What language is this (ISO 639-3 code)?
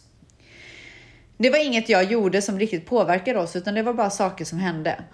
swe